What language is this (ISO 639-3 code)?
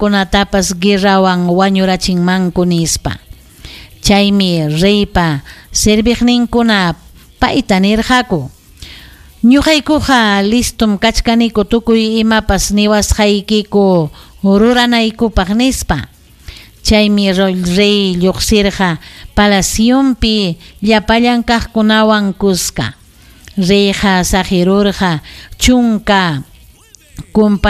quy